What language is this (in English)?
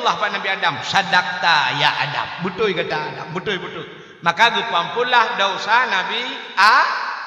Achinese